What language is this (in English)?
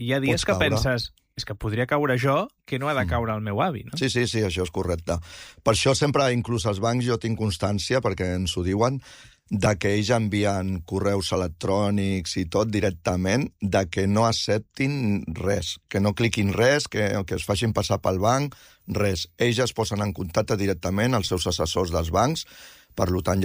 Catalan